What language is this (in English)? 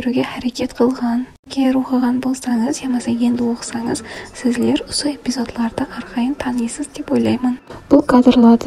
Kara-Kalpak